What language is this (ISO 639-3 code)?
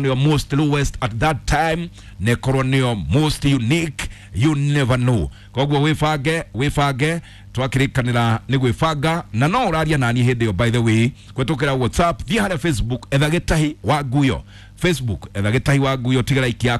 kik